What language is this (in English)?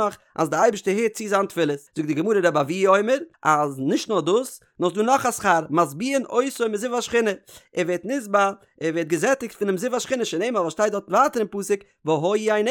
Yiddish